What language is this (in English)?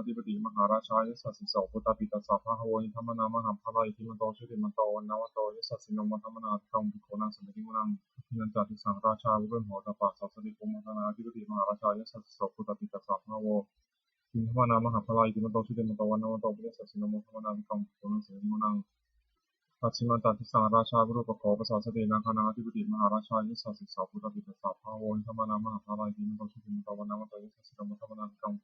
Pali